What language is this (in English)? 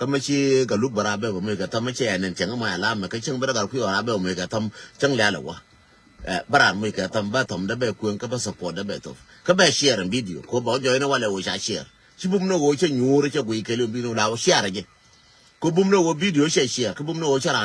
Nuer